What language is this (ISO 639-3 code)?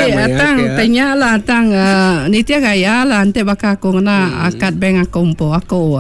iba